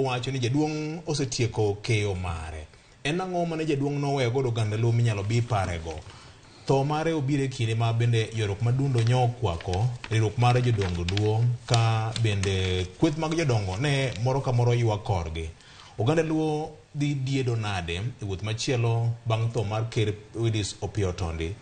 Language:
Luo (Kenya and Tanzania)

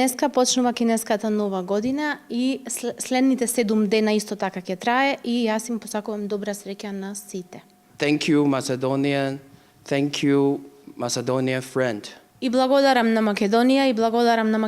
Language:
Macedonian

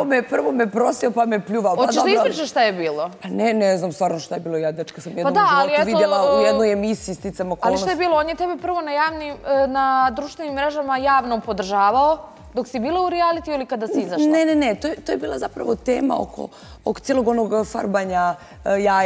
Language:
Bosnian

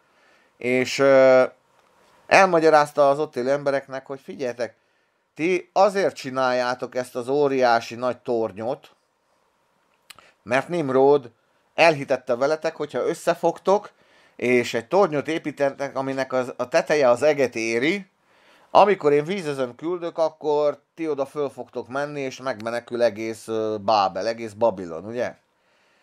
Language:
Hungarian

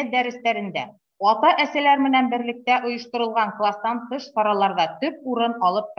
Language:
Bashkir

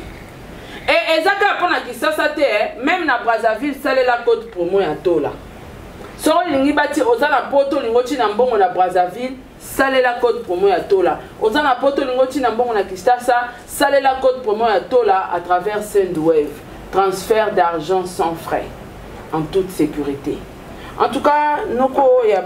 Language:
Lingala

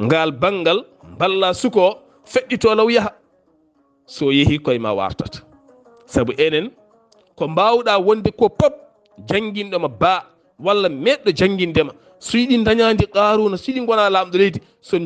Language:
Fula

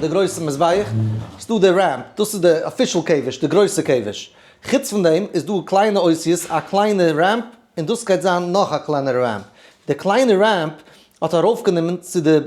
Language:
Yiddish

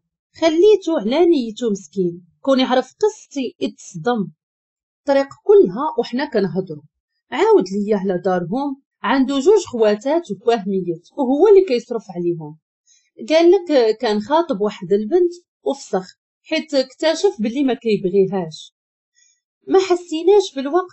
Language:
Moroccan Arabic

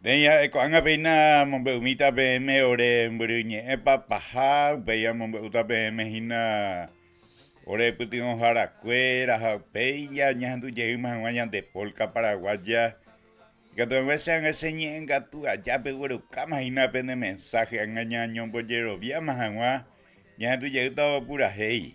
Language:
Guarani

